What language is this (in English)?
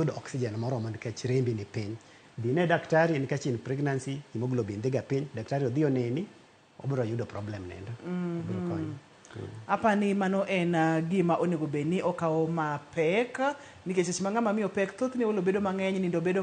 Luo (Kenya and Tanzania)